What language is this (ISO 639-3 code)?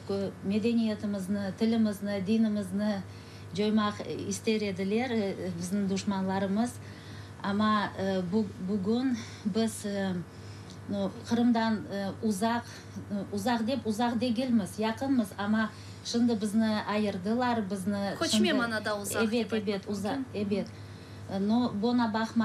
crh